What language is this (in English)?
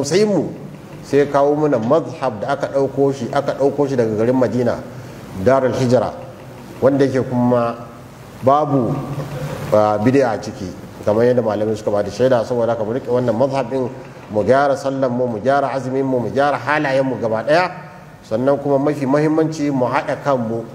Hausa